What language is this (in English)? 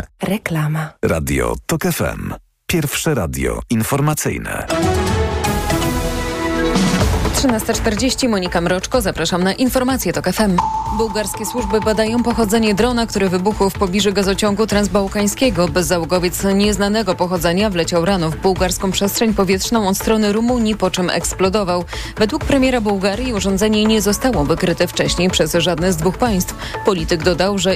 Polish